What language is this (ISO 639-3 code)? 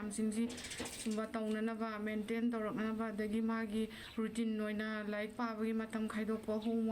mni